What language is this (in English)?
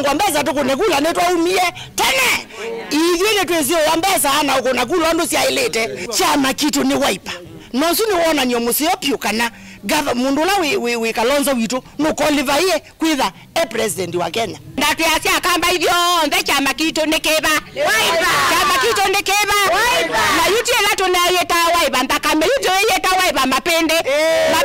Kamba